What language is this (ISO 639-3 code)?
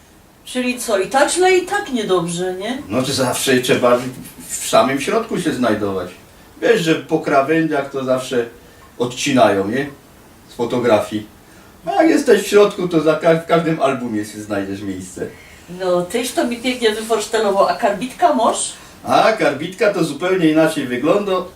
szl